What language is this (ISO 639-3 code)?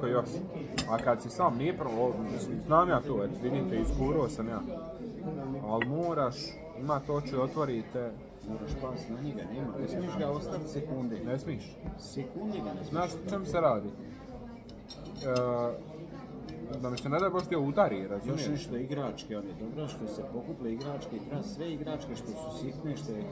hrv